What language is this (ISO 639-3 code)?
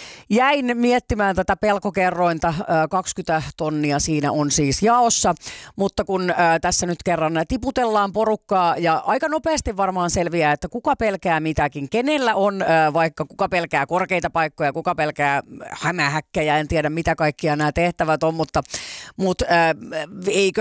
fin